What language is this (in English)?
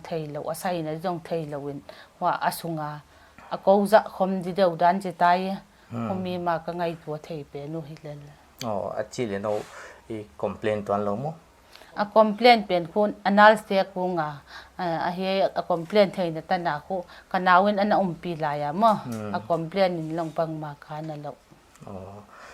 Paite Chin